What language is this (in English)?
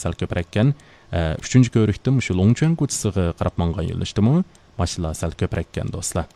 Uyghur